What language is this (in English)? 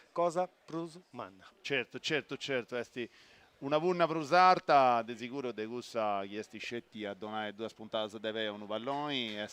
Sardinian